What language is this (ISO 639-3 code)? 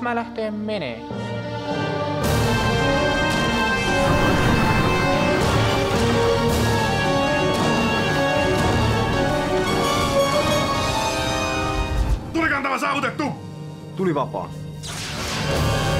fin